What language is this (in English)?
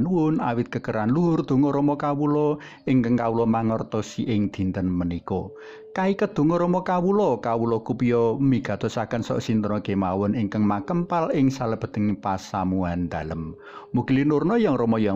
Javanese